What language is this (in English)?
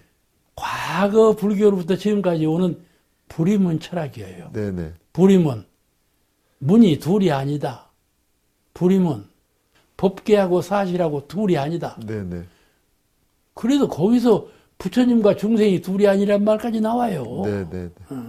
Korean